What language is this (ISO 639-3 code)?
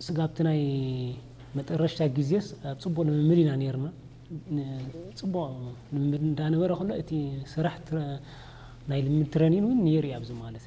tir